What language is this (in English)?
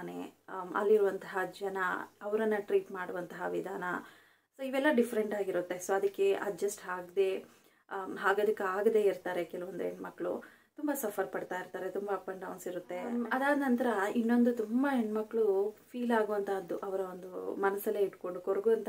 Kannada